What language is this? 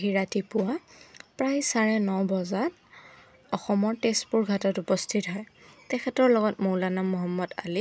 Assamese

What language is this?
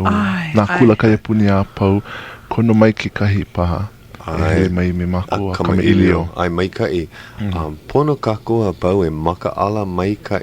Hawaiian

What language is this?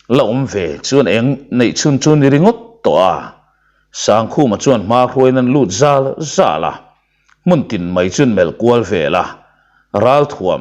Mizo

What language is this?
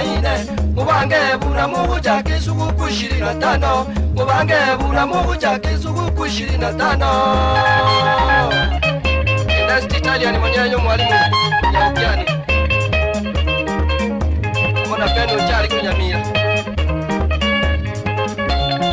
Swahili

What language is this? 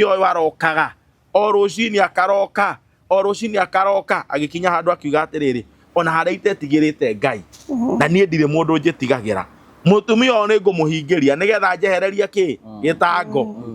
Kikuyu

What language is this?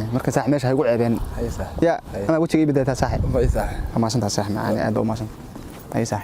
Somali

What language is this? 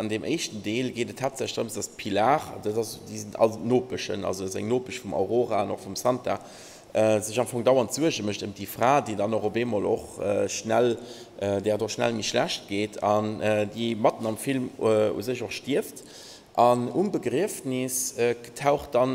Luxembourgish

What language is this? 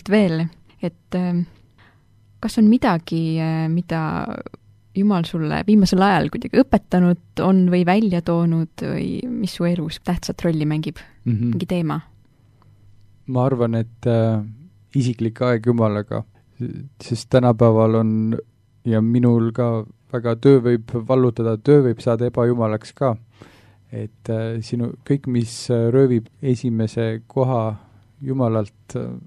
Estonian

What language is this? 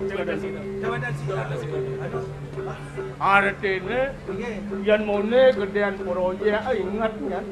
Balinese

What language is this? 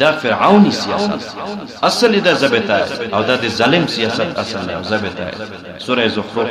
Pashto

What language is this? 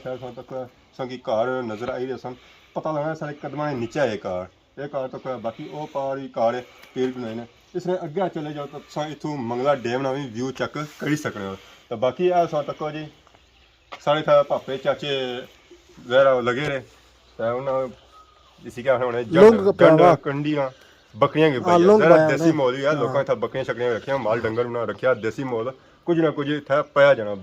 Pahari-Potwari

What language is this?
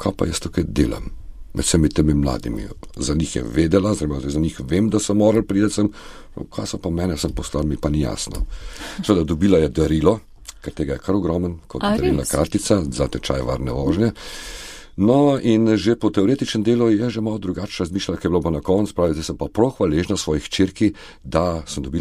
Slovenian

